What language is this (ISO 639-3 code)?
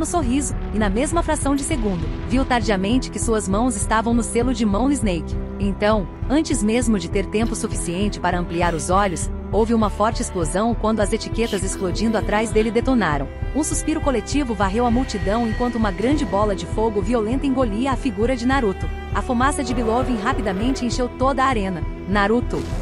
por